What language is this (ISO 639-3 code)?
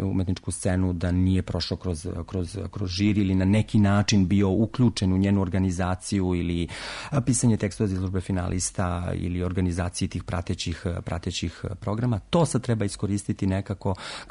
srp